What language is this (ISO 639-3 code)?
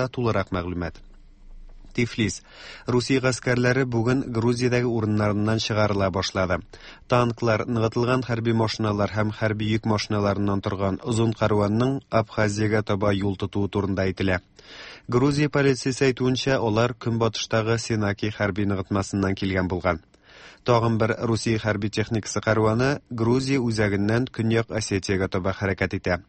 tat